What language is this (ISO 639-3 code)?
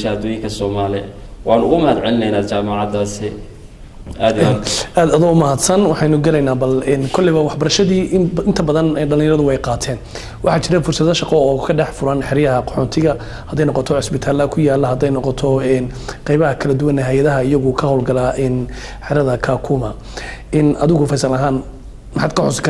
som